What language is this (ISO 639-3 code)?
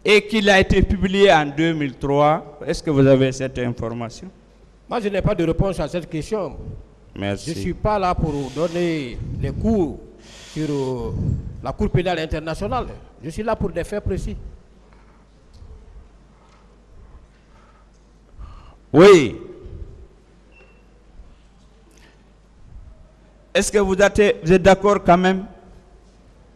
fra